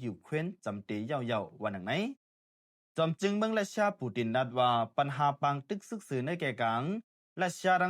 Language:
Shan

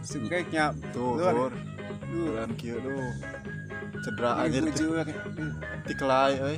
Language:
Sundanese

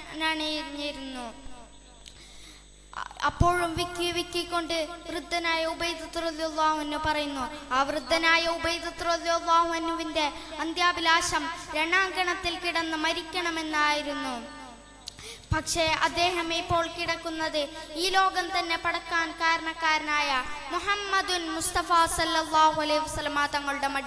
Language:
Malayalam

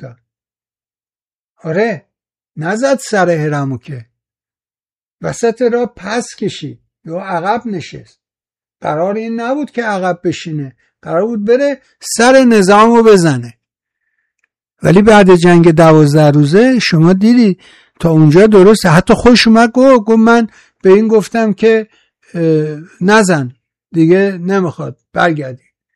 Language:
Persian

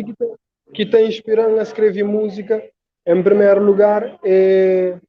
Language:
Kabuverdianu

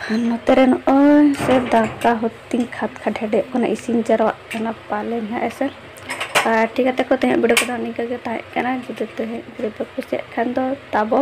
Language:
Santali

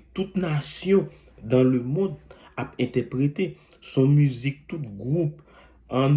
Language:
Haitian Creole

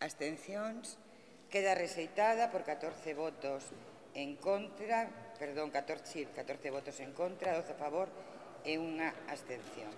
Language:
Galician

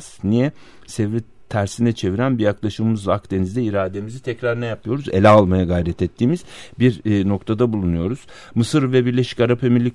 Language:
Turkish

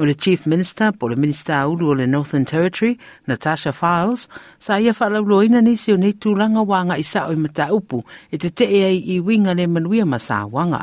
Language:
Samoan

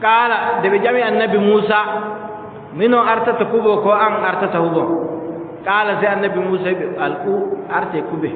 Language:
Adamawa Fulfulde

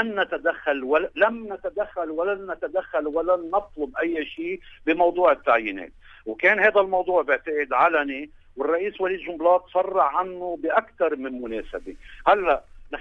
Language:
North Levantine Arabic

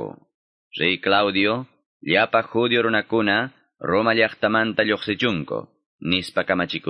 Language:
Quechua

